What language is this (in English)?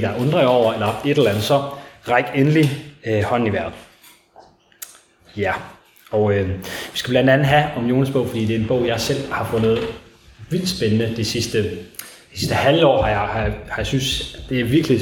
Danish